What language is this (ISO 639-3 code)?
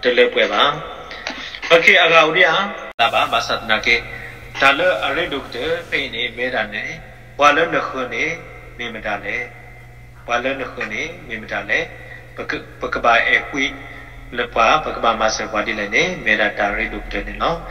ksw